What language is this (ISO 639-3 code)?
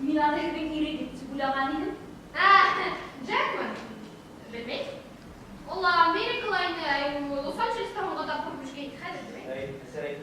bak